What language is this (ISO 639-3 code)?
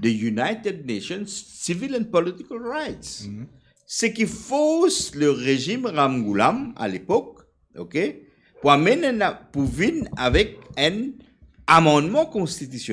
mfe